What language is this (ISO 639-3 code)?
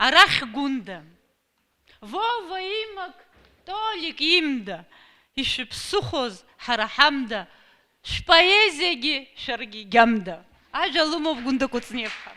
abk